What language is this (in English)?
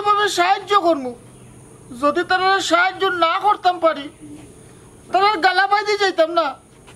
Sylheti